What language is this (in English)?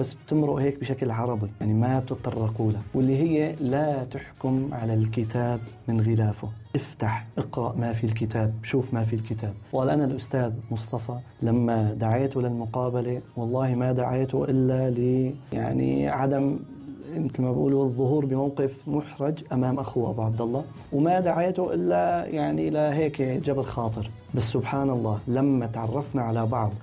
North Levantine Arabic